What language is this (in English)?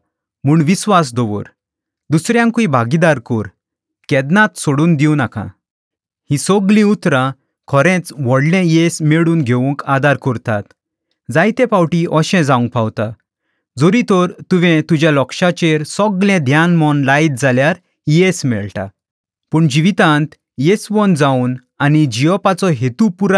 Konkani